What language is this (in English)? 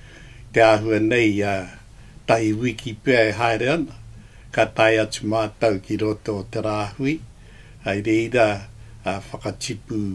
Māori